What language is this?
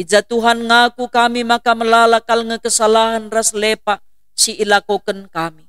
Batak Karo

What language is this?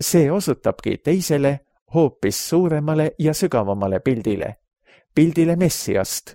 Estonian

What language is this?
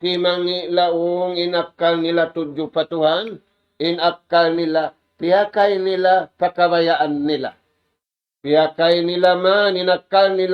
Tausug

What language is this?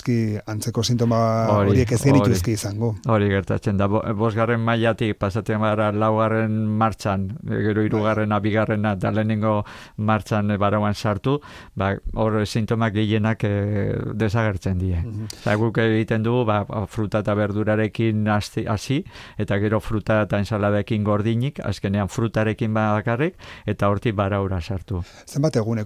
Basque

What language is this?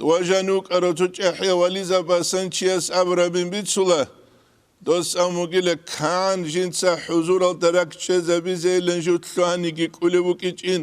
Avaric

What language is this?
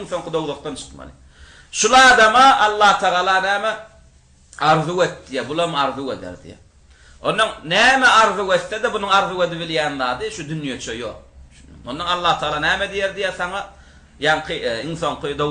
Turkmen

